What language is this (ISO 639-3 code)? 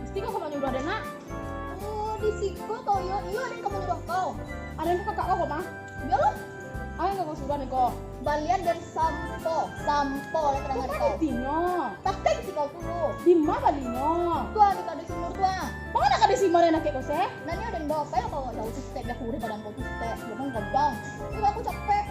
min